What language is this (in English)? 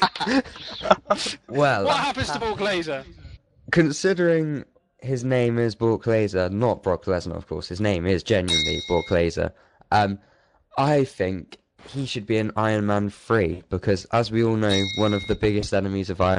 English